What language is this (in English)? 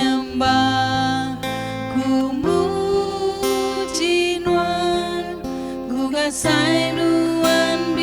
Iban